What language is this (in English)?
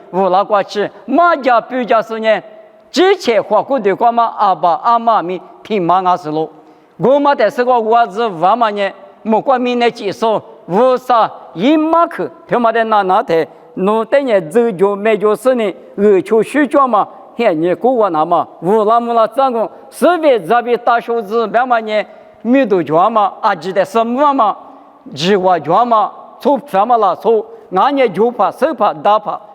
Lisu